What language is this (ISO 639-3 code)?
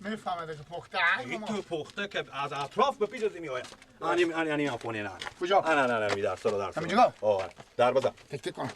fas